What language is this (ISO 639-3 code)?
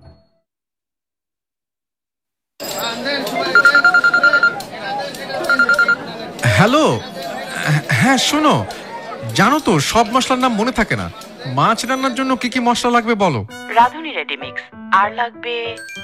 ben